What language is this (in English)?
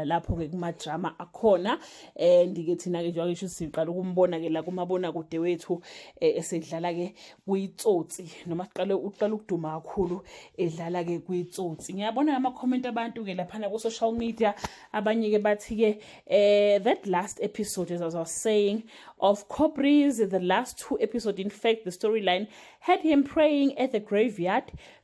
Zulu